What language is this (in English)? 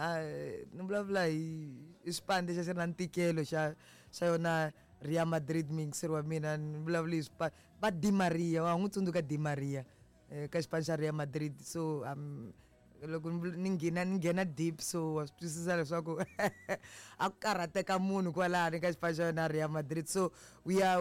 Tsonga